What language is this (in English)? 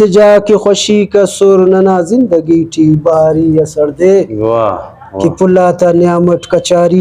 Brahui